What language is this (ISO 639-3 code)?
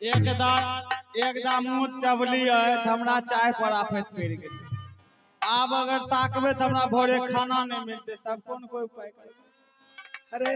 mai